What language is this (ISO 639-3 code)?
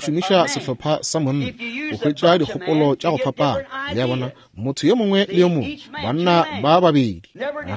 nso